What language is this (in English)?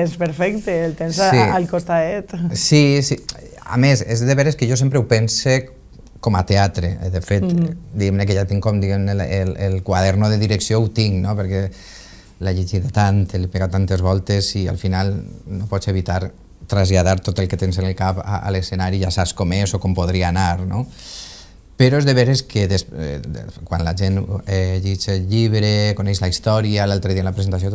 Catalan